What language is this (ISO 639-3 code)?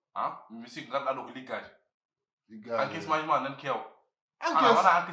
ful